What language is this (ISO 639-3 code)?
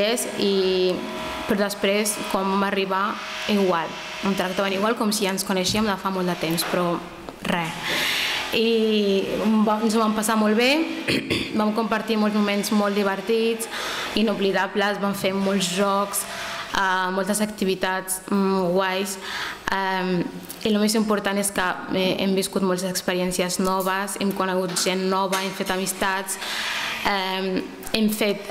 cat